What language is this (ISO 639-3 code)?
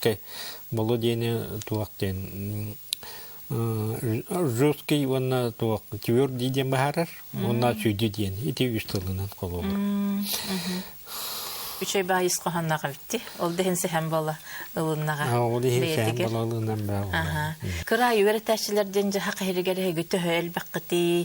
sah